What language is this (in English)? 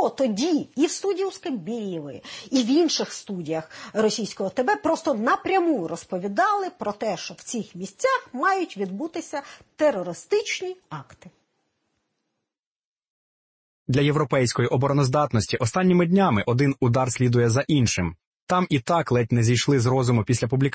Ukrainian